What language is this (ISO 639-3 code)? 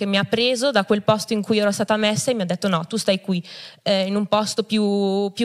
ita